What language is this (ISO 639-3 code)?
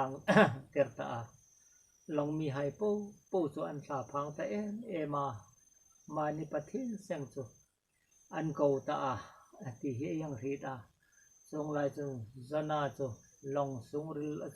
hmr